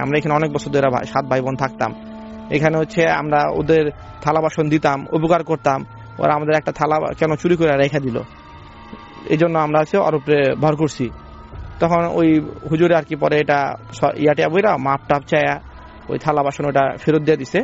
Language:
Bangla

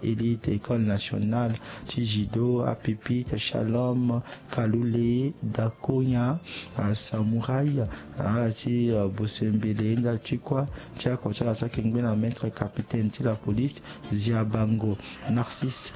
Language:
Sango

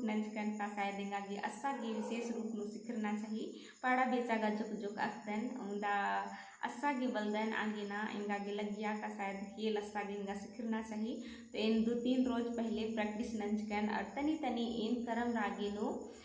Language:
Kurukh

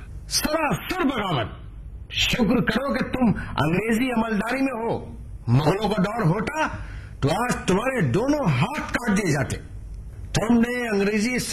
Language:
Hindi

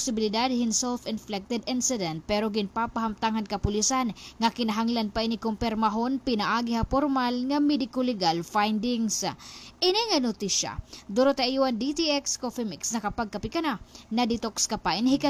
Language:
Waray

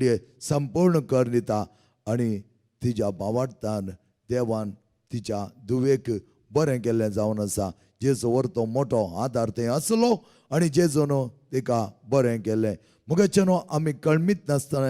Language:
Konkani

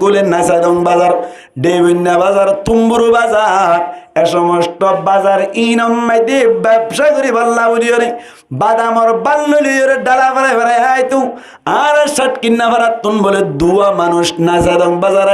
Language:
Rohingya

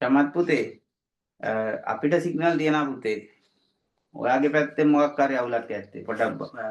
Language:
Sinhala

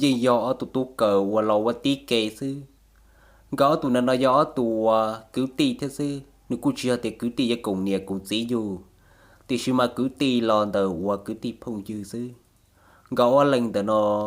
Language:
Hmong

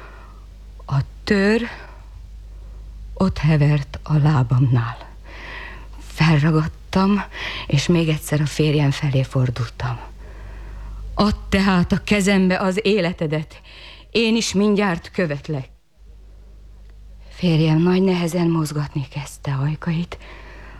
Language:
Hungarian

